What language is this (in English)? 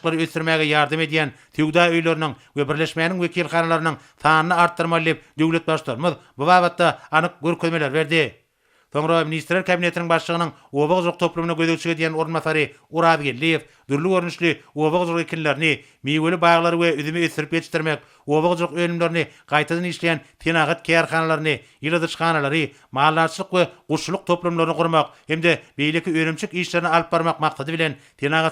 Turkmen